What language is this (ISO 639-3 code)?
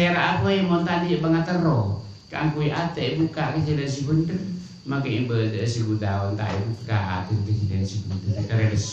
mad